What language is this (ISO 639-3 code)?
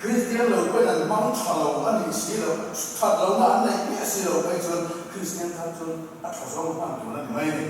lus